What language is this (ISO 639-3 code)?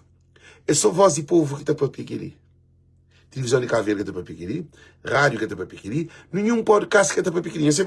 kea